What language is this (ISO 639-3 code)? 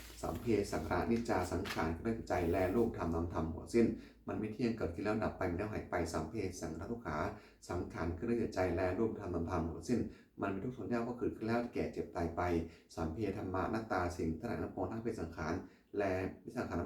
pli